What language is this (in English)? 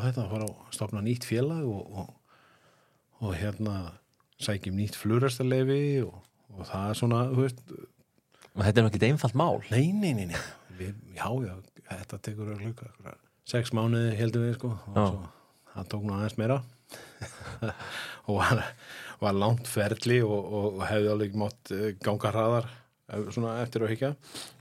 Icelandic